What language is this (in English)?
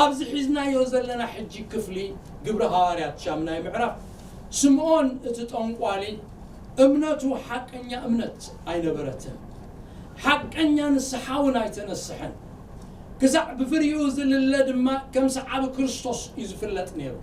Tigrinya